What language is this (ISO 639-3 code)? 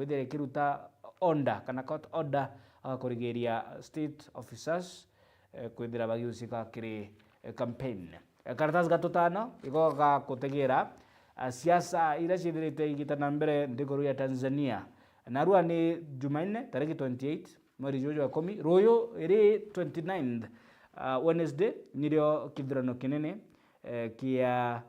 mer